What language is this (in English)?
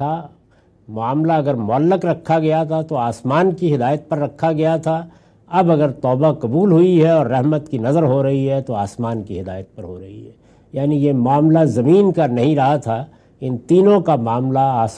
Urdu